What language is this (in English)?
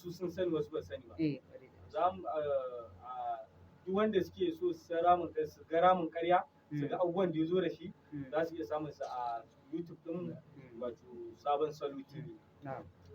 Hausa